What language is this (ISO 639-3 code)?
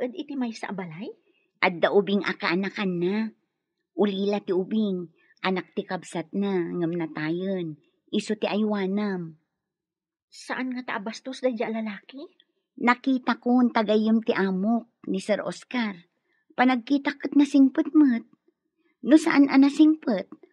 ilo